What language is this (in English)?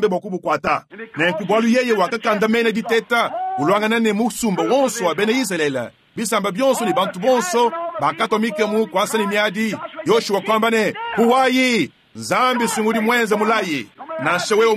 Luba-Lulua